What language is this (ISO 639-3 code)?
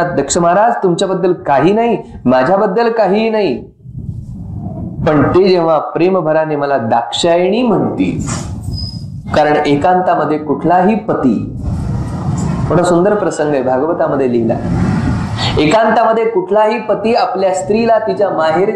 mar